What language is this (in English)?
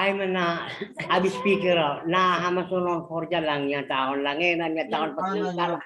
Batak Simalungun